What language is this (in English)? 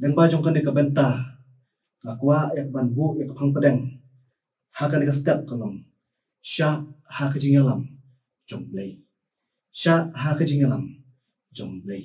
Khasi